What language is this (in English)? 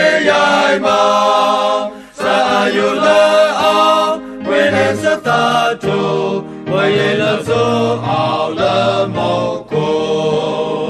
Burmese